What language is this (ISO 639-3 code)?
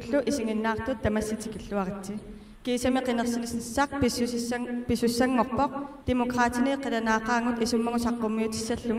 kal